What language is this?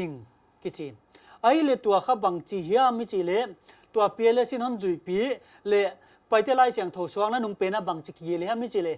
Paite Chin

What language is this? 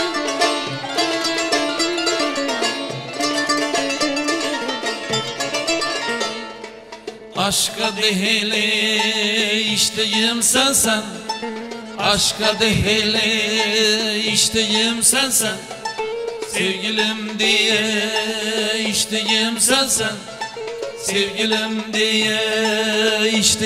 Turkish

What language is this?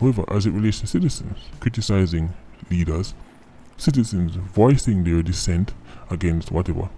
Jamaican Creole English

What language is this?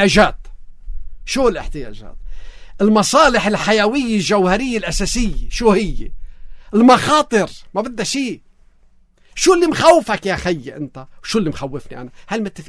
North Levantine Arabic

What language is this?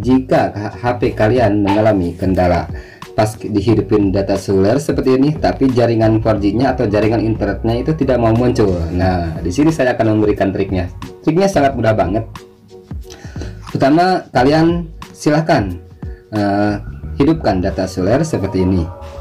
Indonesian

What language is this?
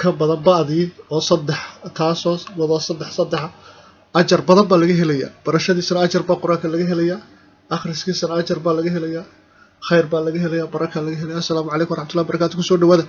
Somali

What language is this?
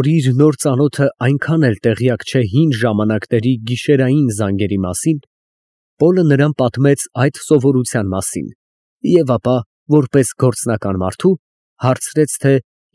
Armenian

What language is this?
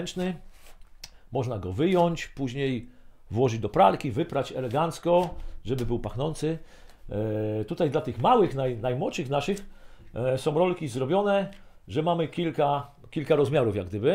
Polish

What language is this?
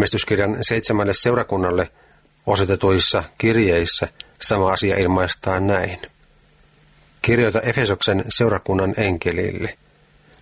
Finnish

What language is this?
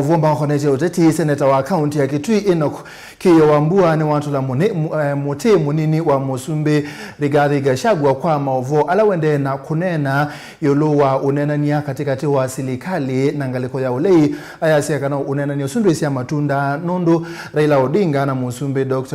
Kamba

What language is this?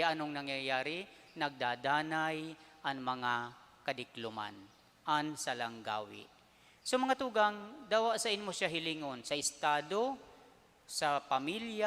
Bikol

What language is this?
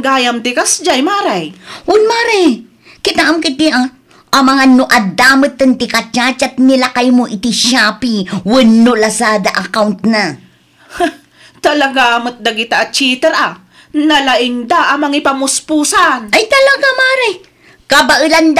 Iloko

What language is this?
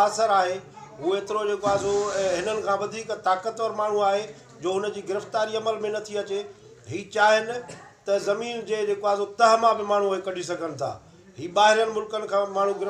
Sindhi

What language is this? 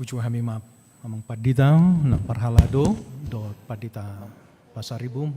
Batak Toba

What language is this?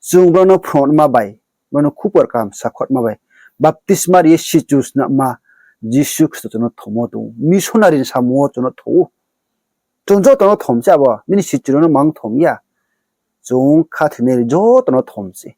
Riang (India)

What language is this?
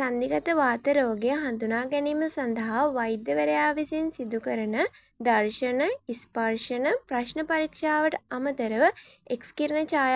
Sinhala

